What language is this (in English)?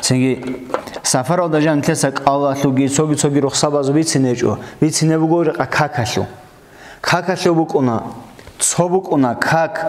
Avaric